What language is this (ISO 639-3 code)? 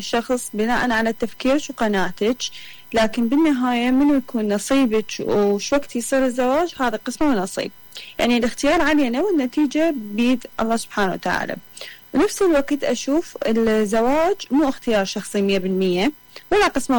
acm